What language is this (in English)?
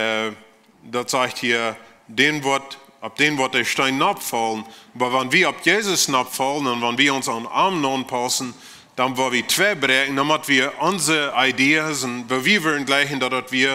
Plautdietsch